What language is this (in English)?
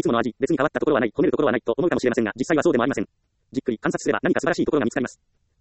Japanese